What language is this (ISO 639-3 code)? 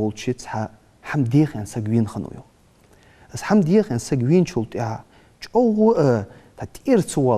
inh